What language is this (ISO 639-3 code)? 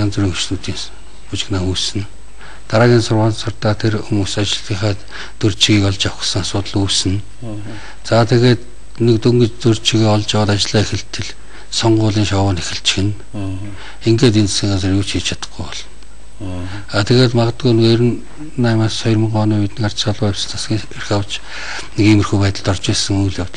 mon